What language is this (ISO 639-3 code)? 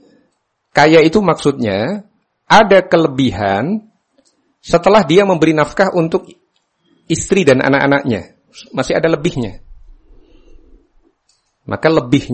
ind